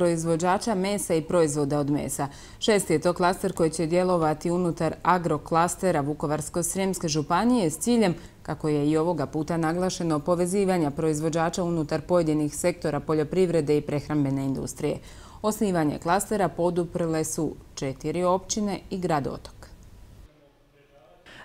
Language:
Croatian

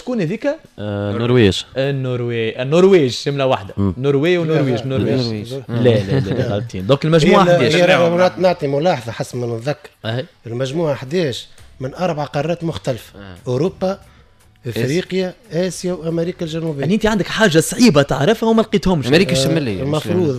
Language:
Tunisian Arabic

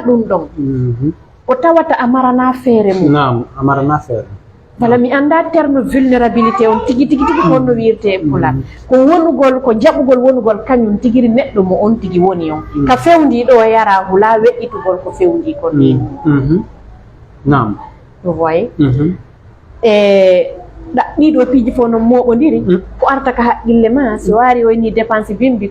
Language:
Fula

